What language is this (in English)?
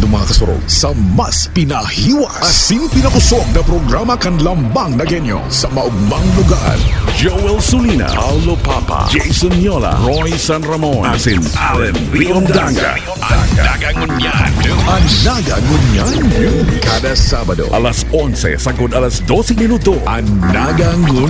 Bikol